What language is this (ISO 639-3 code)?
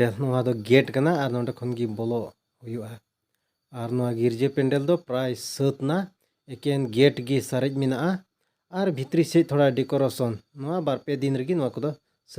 sat